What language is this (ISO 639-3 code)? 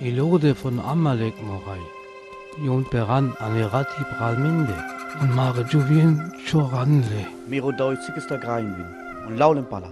rmo